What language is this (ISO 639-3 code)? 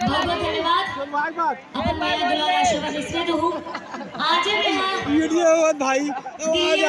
hne